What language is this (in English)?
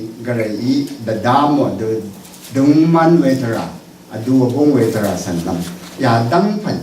Rawang